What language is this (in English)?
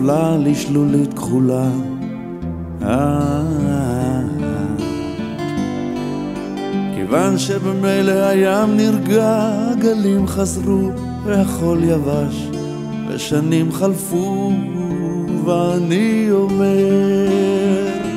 Hebrew